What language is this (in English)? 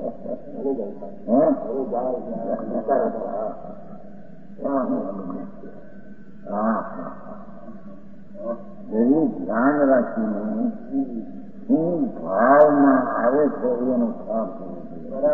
Gujarati